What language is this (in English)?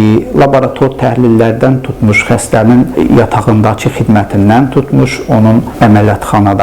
Azerbaijani